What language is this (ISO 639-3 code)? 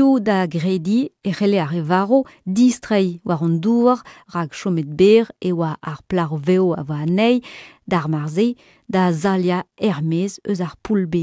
bre